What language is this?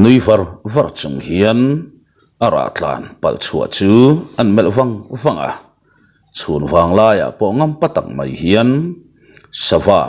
Mizo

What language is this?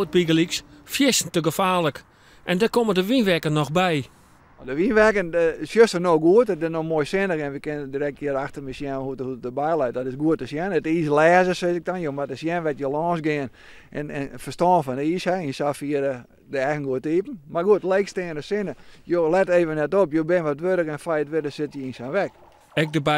Western Frisian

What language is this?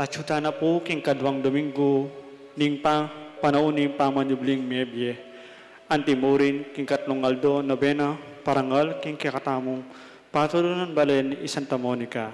Pampanga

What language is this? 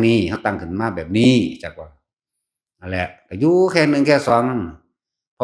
Northeastern Thai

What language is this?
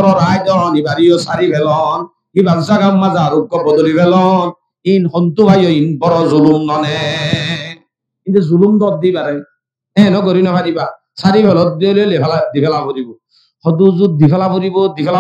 Rohingya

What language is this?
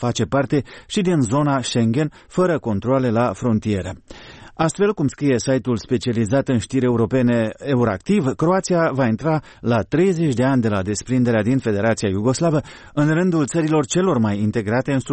Romanian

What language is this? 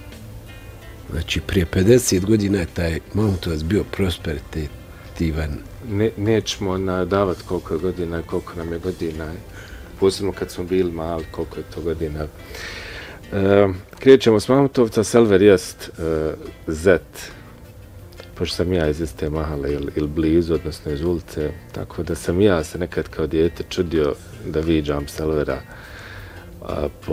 Bosnian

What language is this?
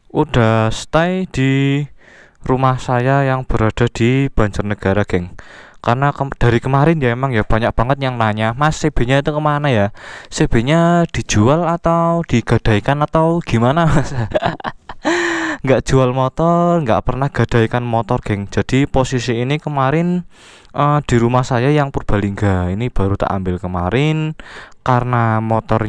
Indonesian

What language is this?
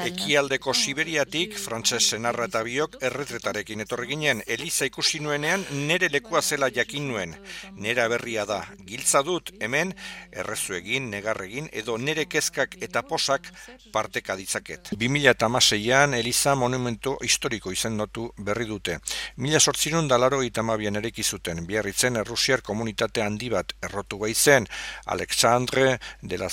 Basque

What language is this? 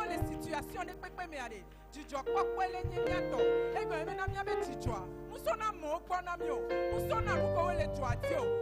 Ewe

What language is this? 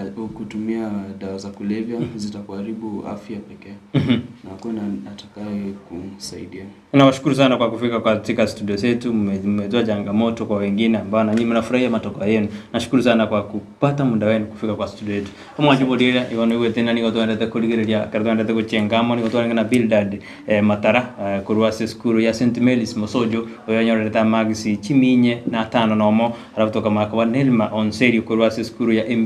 Gusii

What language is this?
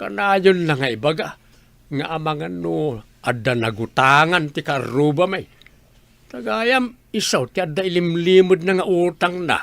Iloko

